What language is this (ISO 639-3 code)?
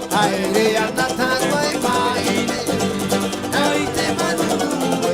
tah